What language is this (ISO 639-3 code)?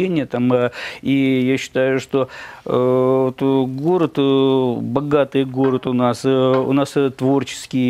rus